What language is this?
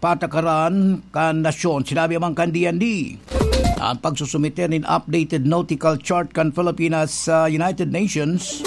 Bikol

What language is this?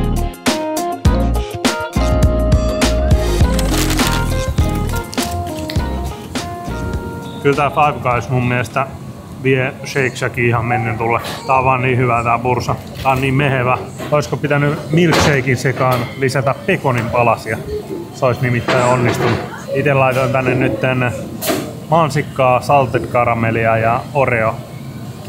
Finnish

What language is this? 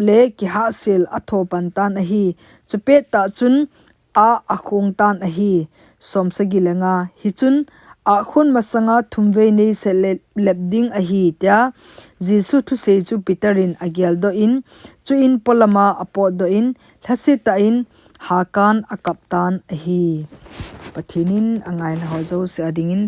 Thado Chin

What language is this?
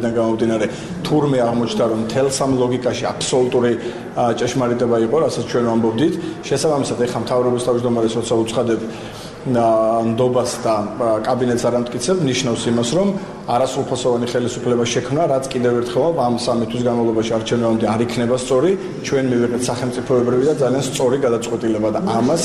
Georgian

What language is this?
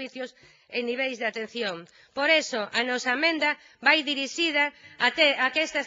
Galician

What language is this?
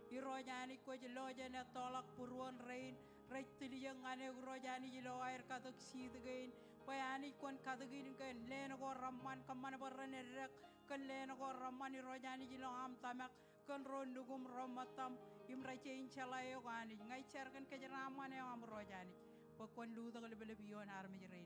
Marshallese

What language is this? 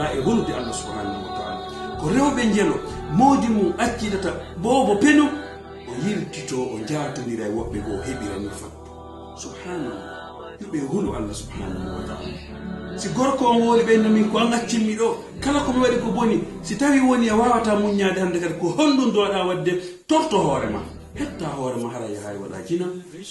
Fula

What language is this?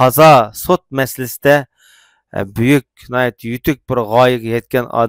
Uyghur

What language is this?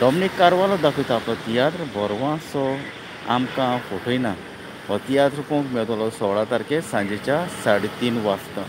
Konkani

